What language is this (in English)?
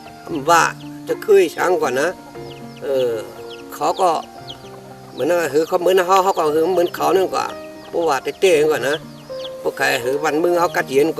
Shan